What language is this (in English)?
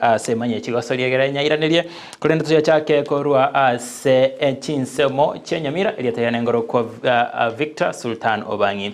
Gusii